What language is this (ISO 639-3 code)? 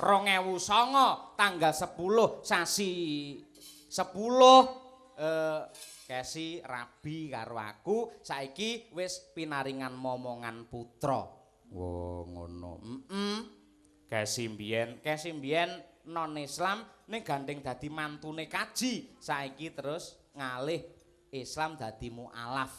jav